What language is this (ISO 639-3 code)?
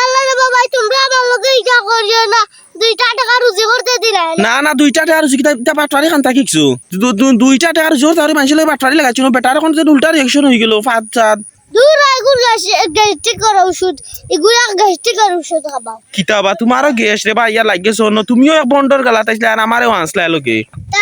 syl